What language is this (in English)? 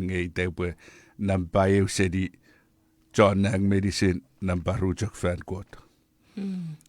Chuukese